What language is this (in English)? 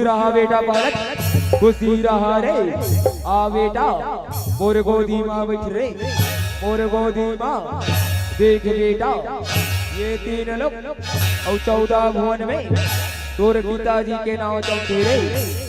Chhattisgarhi